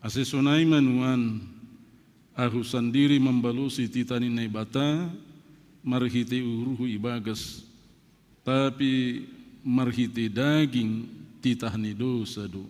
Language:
Batak Simalungun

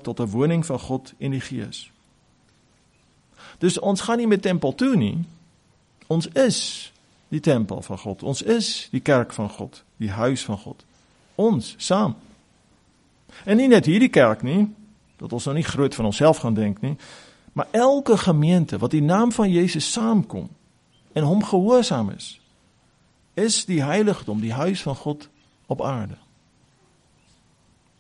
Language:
Afrikaans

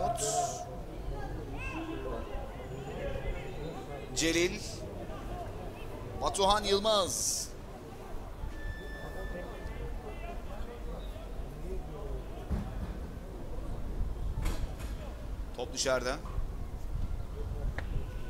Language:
Turkish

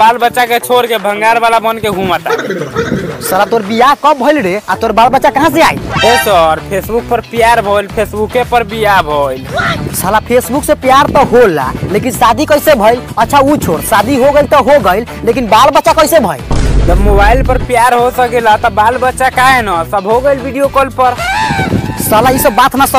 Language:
Bhojpuri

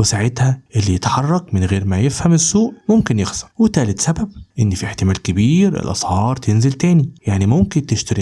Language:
Egyptian Arabic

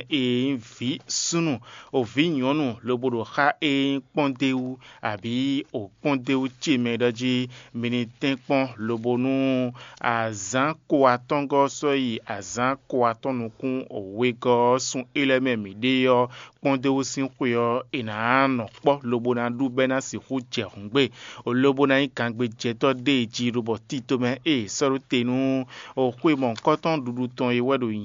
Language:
Fon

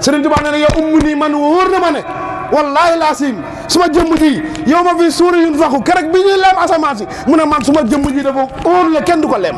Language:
Wolof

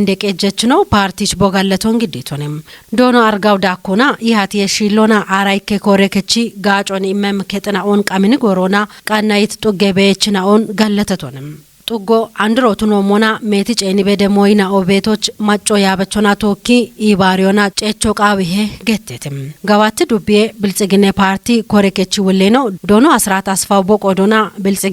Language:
Kafa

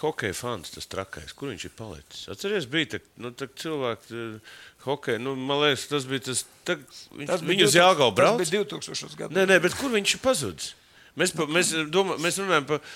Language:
Latvian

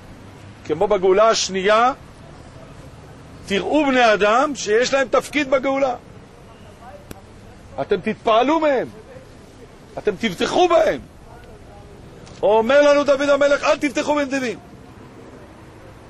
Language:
Hebrew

